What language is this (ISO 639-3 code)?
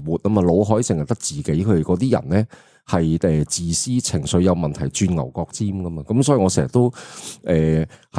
yue